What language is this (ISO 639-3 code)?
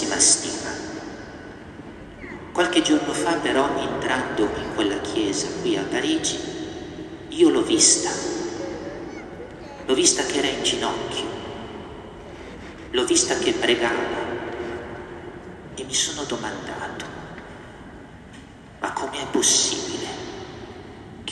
ita